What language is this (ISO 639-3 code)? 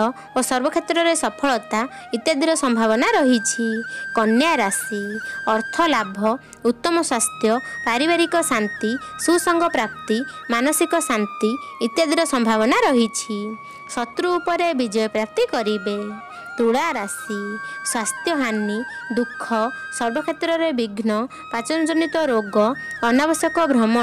ori